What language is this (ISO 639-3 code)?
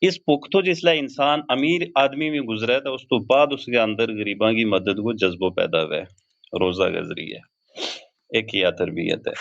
gju